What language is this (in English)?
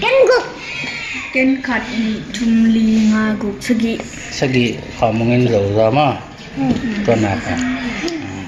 Tedim Chin